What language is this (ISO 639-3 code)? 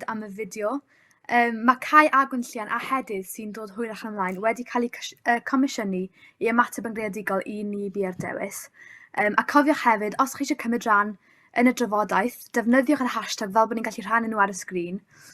cym